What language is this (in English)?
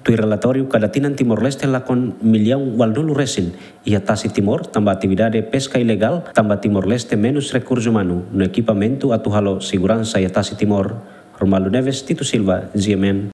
Tetum